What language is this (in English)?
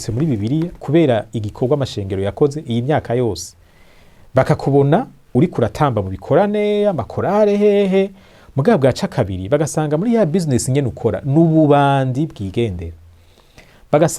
Rundi